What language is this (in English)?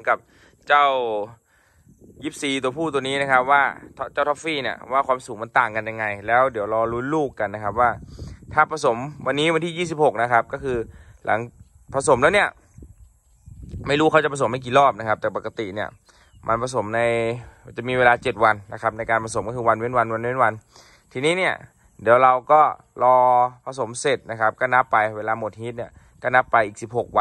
Thai